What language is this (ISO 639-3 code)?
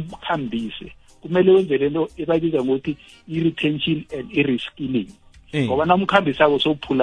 nbl